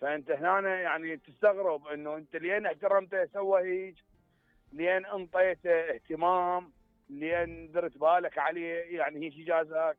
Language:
Mesopotamian Arabic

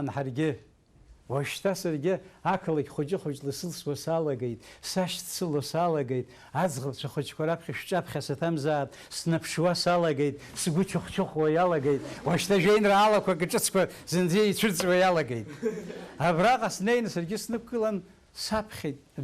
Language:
Abkhazian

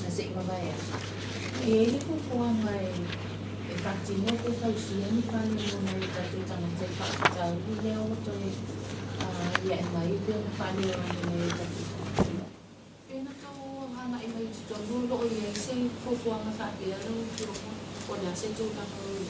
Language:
Samoan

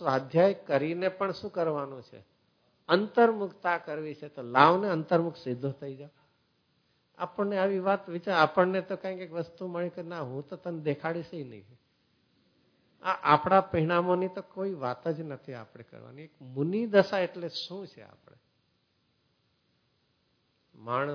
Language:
Gujarati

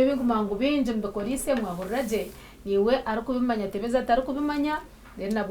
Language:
Nyankole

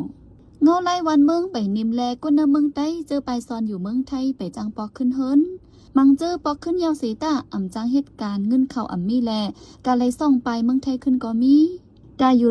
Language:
Shan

